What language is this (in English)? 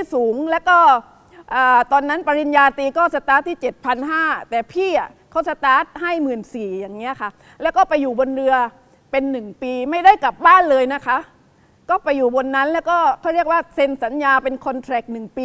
Thai